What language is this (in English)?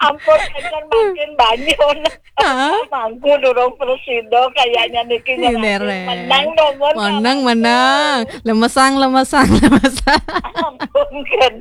Balinese